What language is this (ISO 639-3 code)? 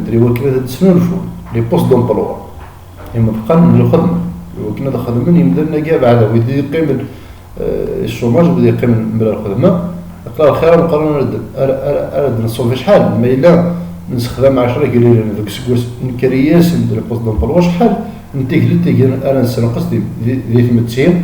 kab